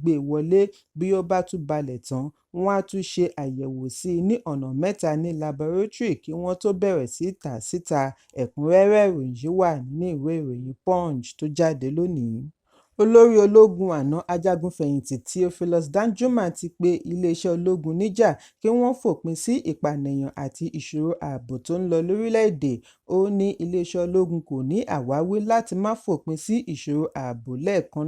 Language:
Yoruba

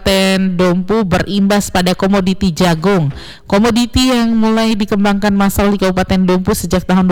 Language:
Indonesian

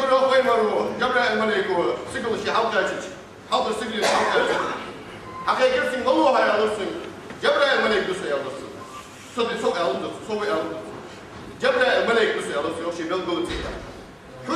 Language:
Ingush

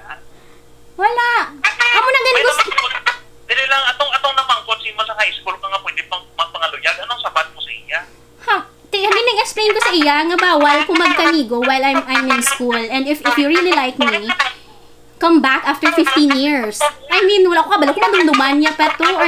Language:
Hiligaynon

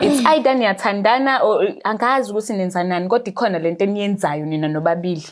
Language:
Zulu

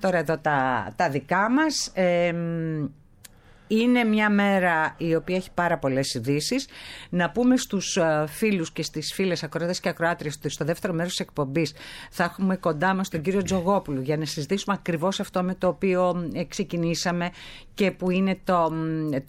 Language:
Greek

